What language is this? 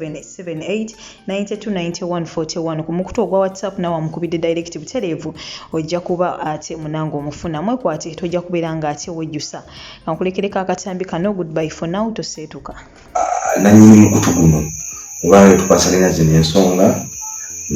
Ganda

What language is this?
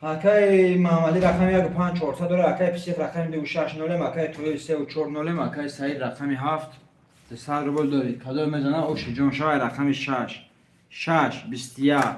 Tajik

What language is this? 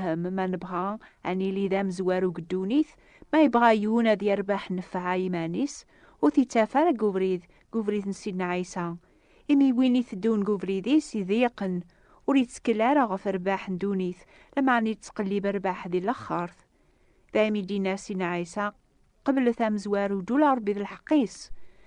Kabyle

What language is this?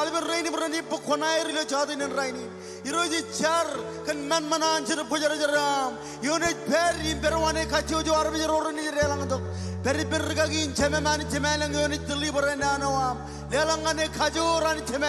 Marshallese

